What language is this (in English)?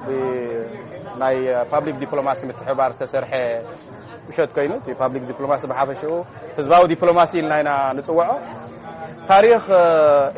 Tigrinya